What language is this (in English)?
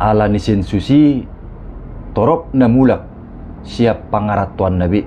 Batak Toba